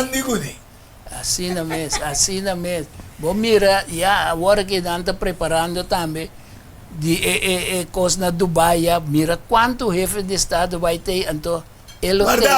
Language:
Papiamento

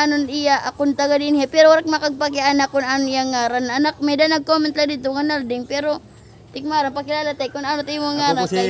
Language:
Waray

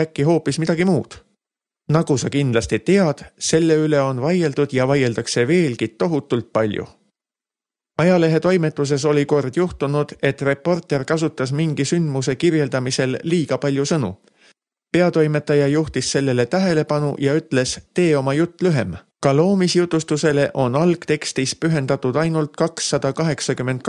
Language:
Estonian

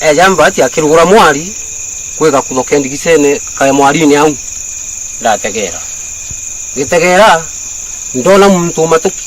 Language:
Meru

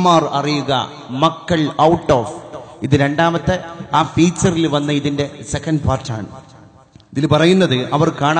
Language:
Malayalam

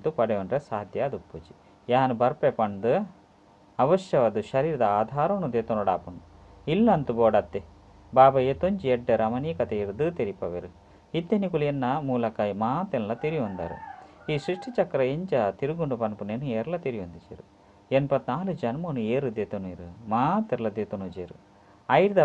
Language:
Tulu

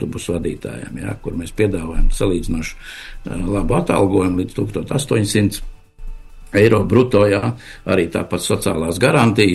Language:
Latvian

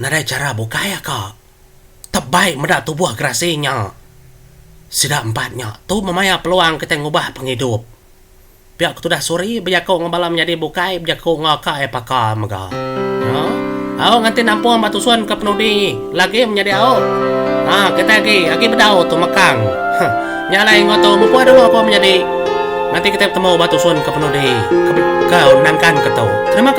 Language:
Iban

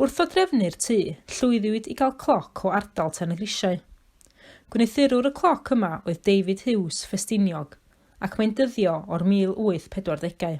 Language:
Welsh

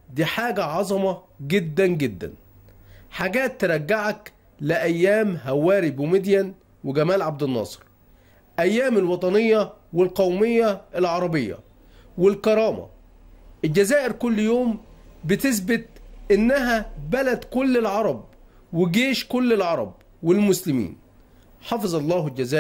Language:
Egyptian Arabic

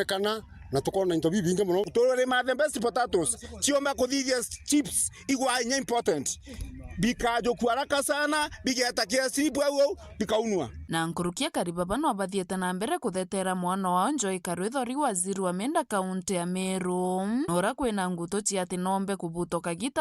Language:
Meru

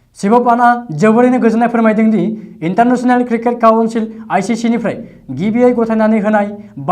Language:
Bodo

